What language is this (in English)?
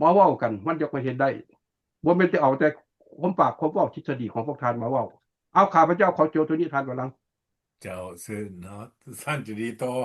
Lao